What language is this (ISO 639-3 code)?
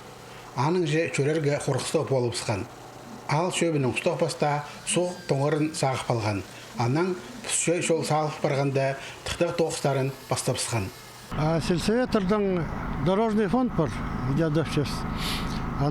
kjh